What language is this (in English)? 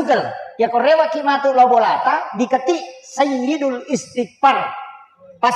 Buginese